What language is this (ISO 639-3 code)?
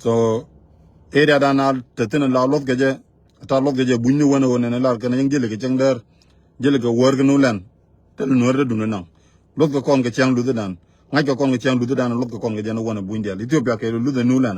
nus